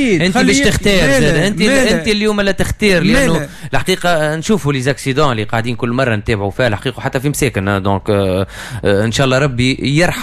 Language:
Tunisian Arabic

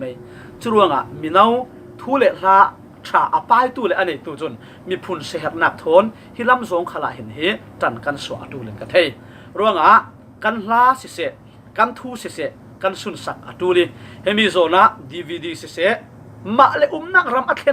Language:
Falam Chin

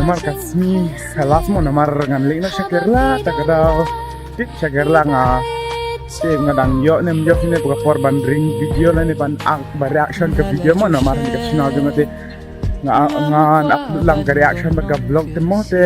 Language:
Khasi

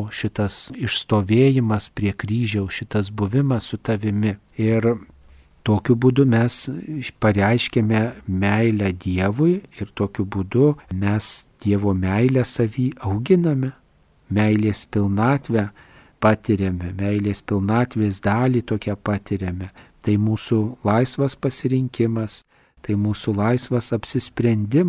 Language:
Lithuanian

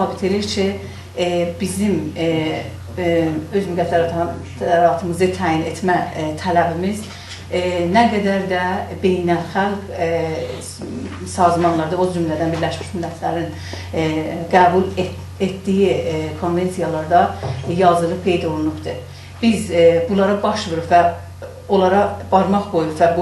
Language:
South Azerbaijani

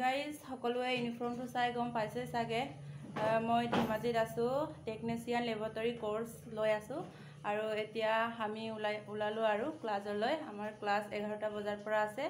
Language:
Assamese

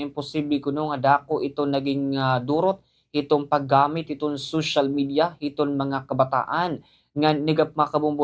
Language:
Waray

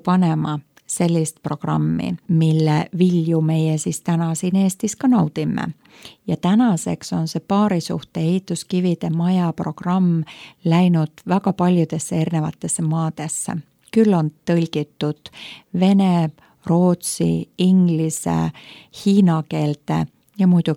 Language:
Estonian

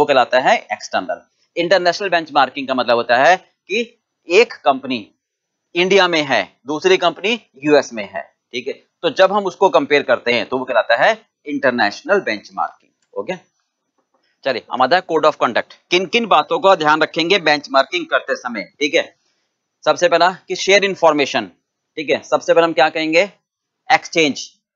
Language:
Hindi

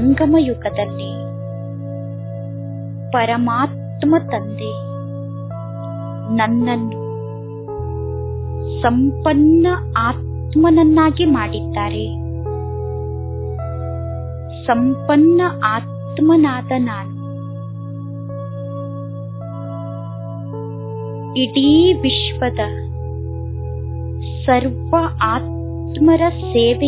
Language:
Kannada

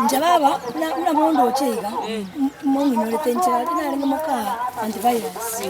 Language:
Gusii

